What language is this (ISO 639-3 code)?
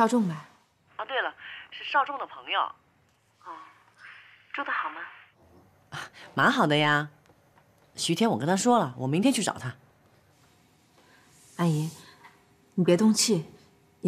zho